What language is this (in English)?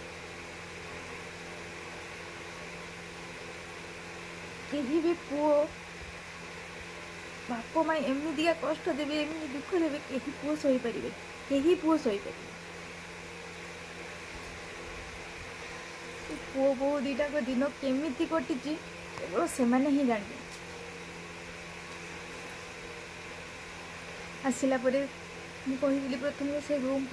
Odia